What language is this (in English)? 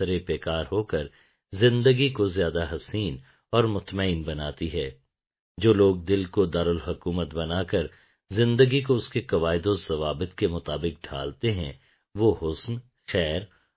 Urdu